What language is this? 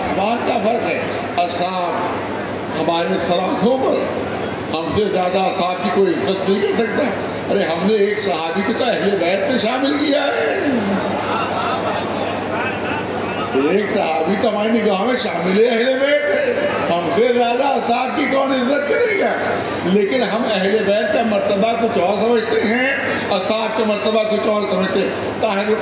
Urdu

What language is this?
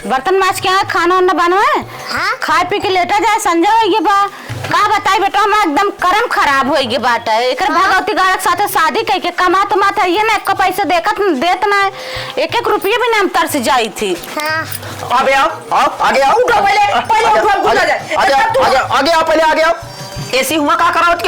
Awadhi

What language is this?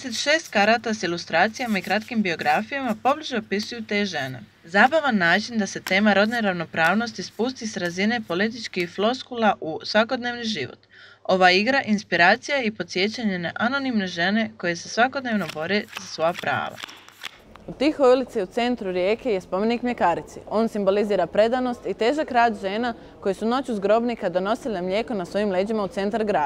Croatian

